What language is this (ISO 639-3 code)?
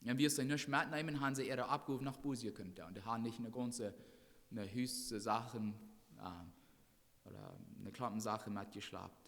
pdt